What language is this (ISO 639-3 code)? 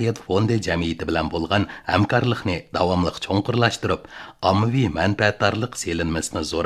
uig